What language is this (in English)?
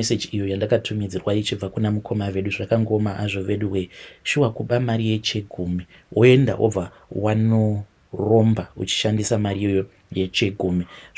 Shona